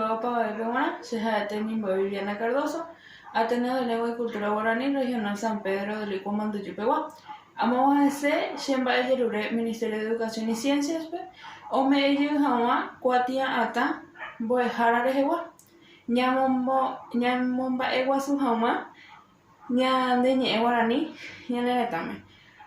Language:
Guarani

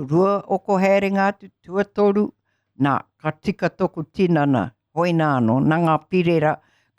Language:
Māori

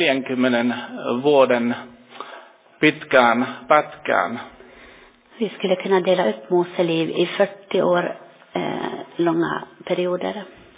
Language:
Finnish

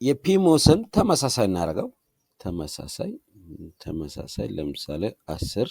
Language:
Amharic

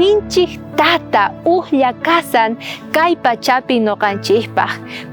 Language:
South Bolivian Quechua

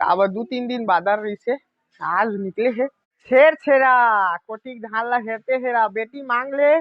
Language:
Chhattisgarhi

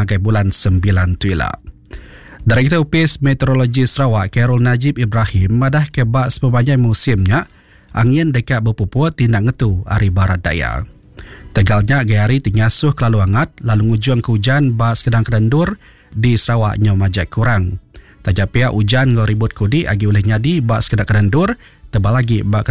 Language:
Iban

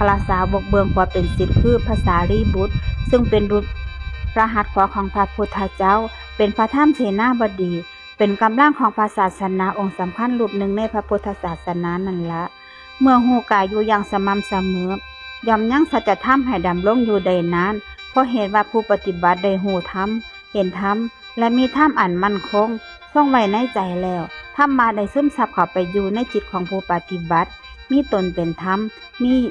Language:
Northeastern Thai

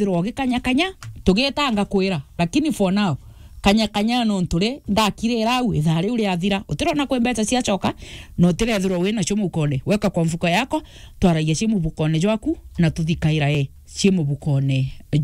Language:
Meru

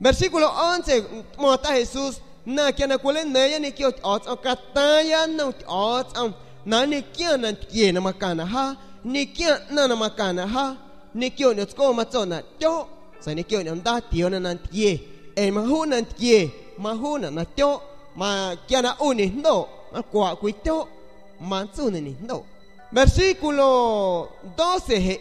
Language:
San Pedro Amuzgos Amuzgo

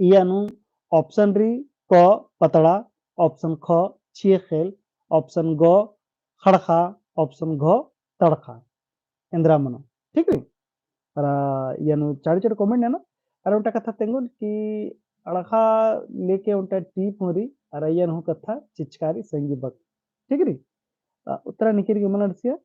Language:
Kurukh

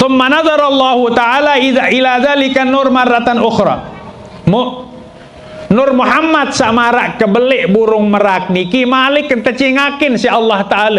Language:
Sasak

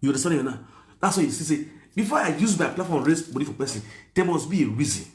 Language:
Nigerian Pidgin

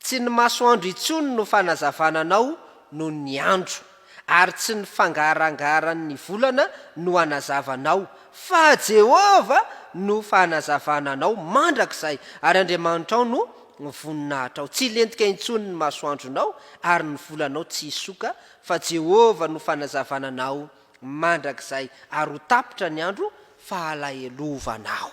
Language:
Malagasy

